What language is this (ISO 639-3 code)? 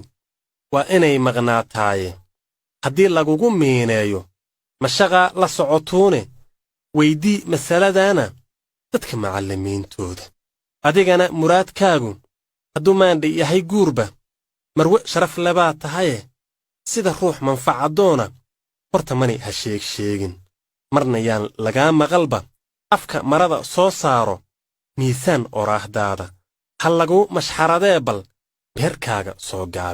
som